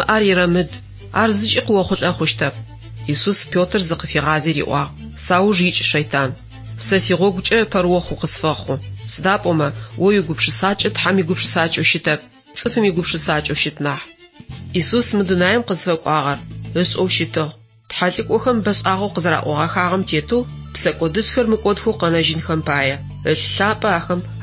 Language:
Adyghe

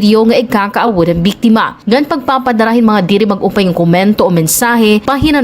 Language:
Waray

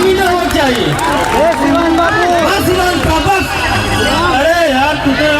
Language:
Awadhi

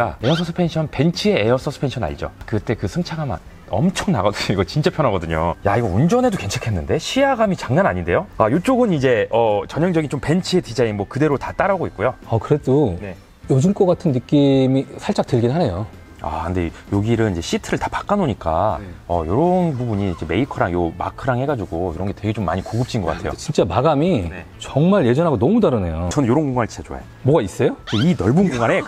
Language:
Korean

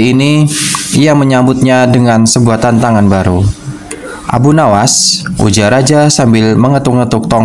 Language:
Indonesian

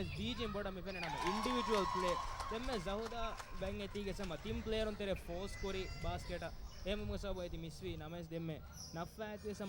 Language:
Divehi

